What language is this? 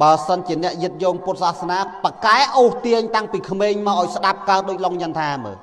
Khmer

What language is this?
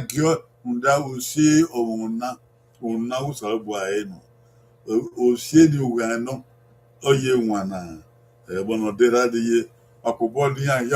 Bini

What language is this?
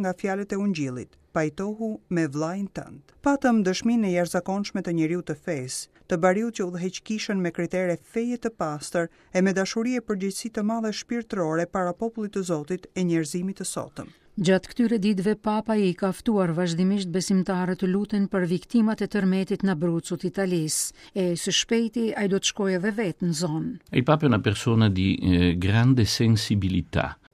Albanian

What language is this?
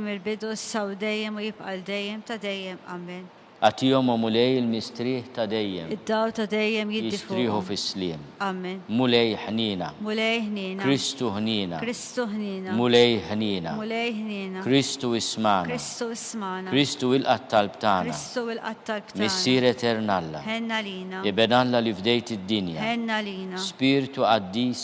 Maltese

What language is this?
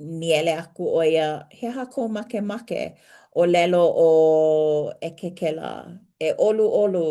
Hawaiian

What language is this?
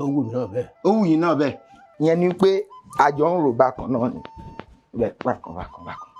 Yoruba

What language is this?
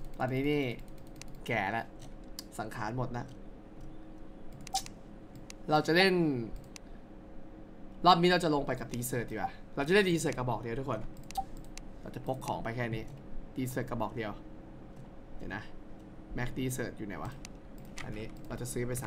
Thai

